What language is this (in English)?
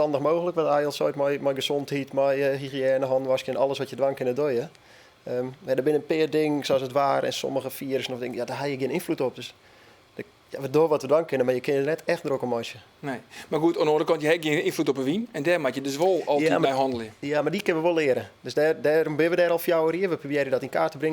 Western Frisian